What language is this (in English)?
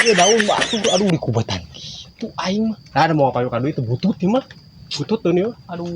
Sundanese